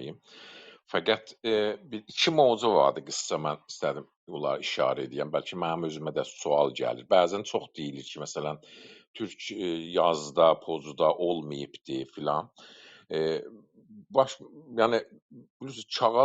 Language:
South Azerbaijani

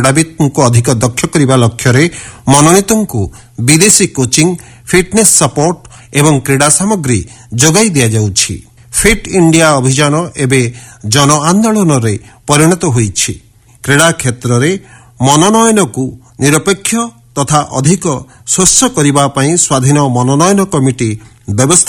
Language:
Odia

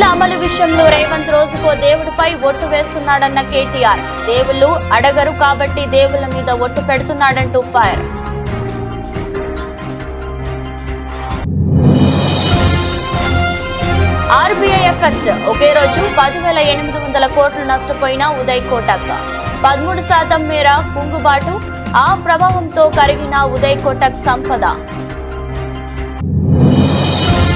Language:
Telugu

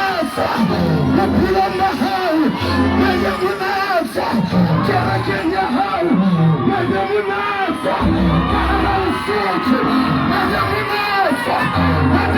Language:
Southern Sotho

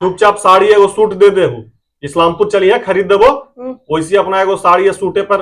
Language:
Magahi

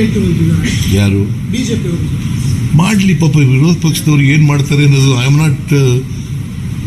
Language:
Kannada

